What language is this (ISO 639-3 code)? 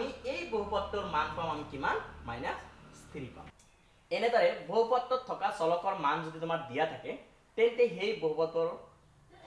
asm